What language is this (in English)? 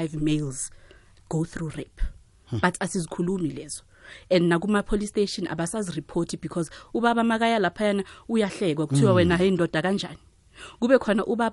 South Ndebele